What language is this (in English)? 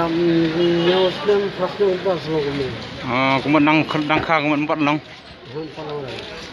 Khasi